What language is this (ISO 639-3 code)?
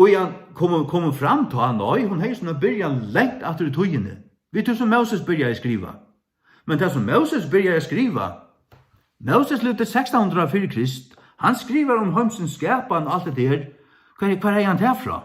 fao